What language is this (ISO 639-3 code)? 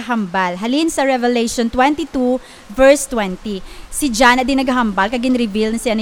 hil